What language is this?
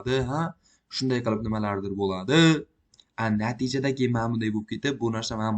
Uzbek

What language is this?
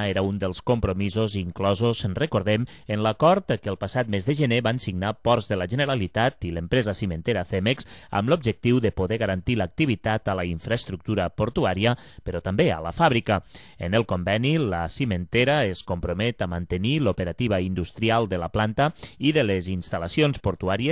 Catalan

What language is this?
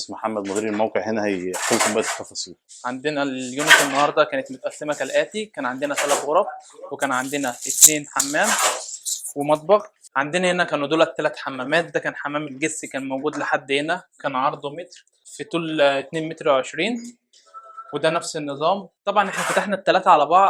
Egyptian Arabic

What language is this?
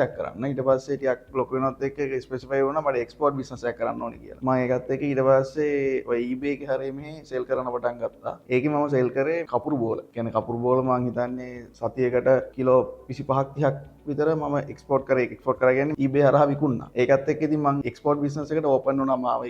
Sinhala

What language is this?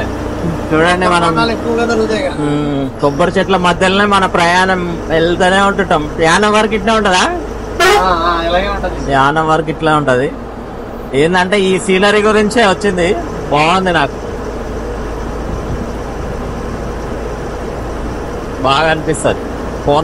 Telugu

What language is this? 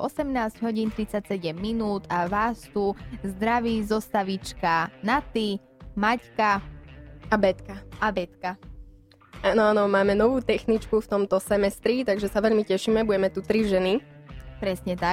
Slovak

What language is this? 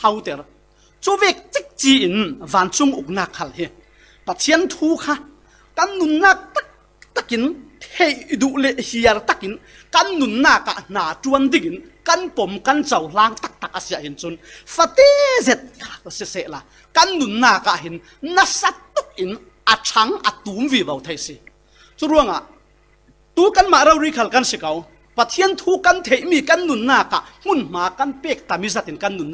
Falam Chin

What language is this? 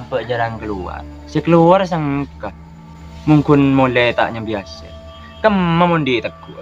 Madurese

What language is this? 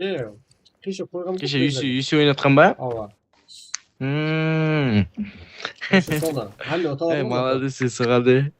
Kara-Kalpak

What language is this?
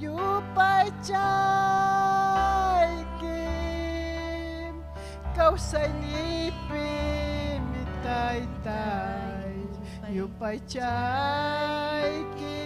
Ayacucho Quechua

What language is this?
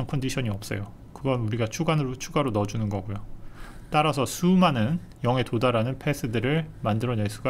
Korean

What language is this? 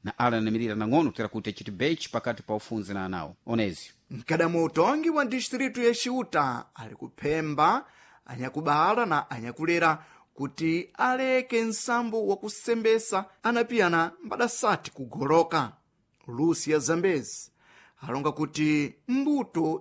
Sena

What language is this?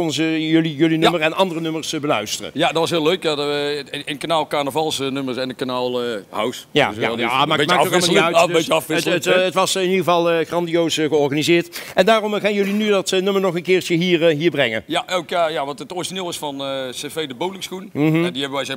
Dutch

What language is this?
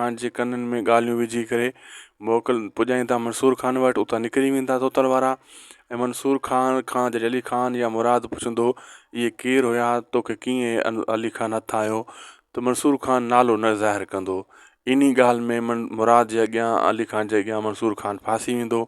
Sindhi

